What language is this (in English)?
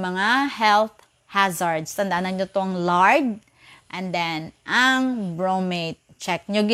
Hiligaynon